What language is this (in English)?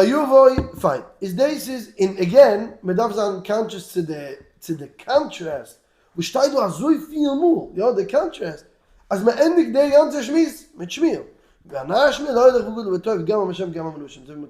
Yiddish